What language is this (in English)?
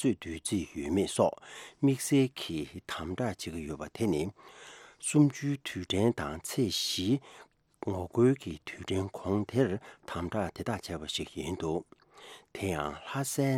Tibetan